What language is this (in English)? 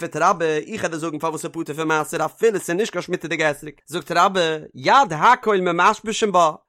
Yiddish